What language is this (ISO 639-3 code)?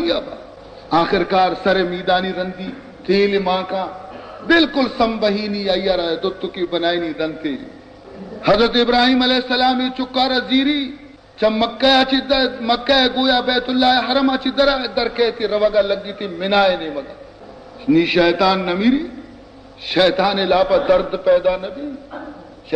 bal